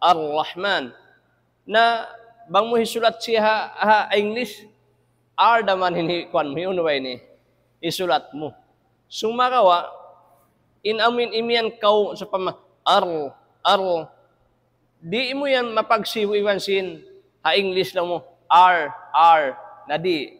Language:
Tausug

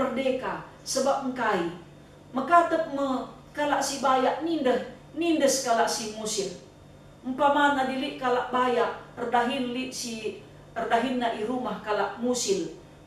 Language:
Batak Karo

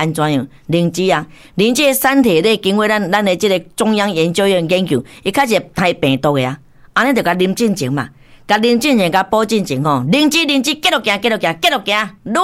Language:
Min Nan Chinese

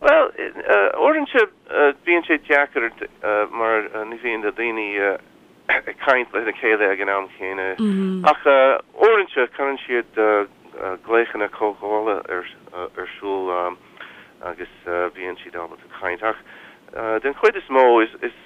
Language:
Irish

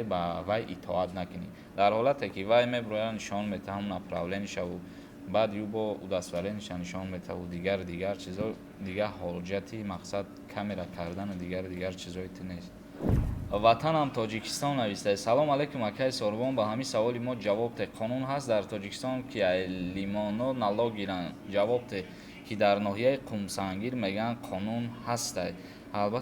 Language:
Tajik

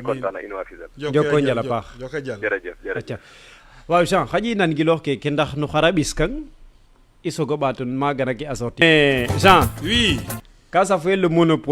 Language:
Serer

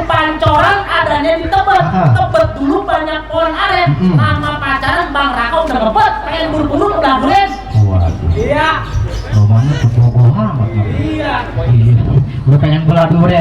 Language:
Betawi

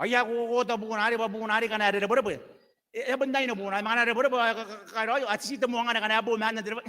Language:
Gilbertese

